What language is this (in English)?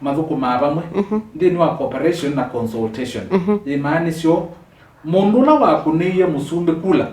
Kamba